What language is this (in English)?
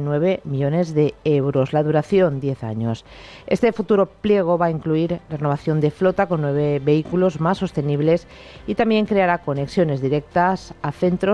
Spanish